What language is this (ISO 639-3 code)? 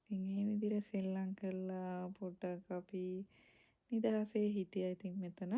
sin